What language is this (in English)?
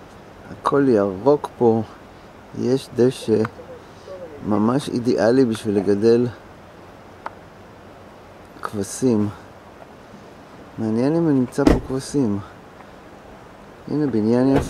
Hebrew